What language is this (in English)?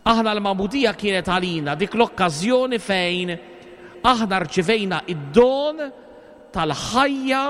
Maltese